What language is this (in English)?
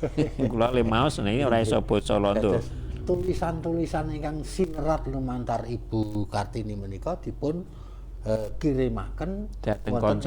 Javanese